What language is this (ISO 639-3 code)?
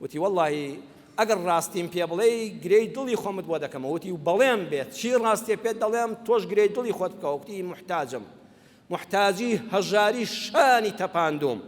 ckb